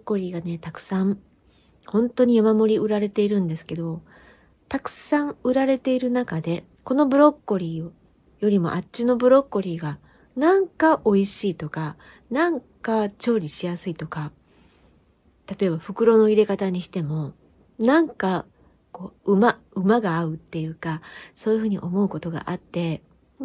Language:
Japanese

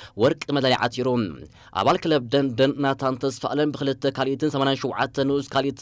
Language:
Tigrinya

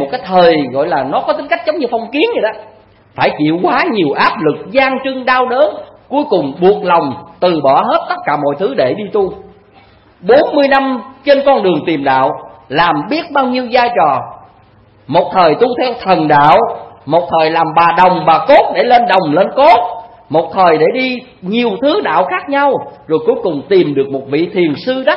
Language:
Vietnamese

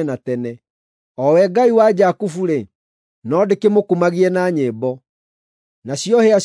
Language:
Kikuyu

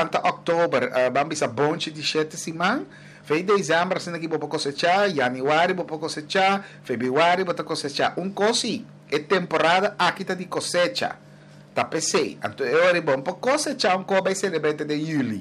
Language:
Papiamento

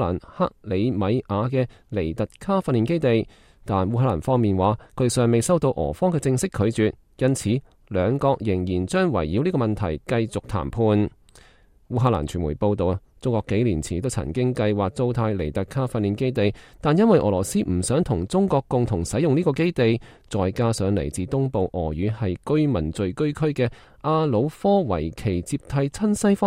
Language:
Cantonese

